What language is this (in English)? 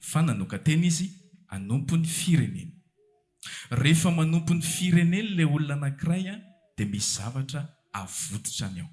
Malagasy